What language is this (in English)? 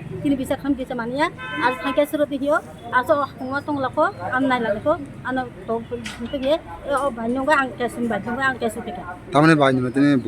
Kok Borok